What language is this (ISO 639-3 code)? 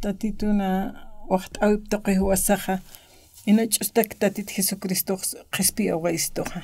aym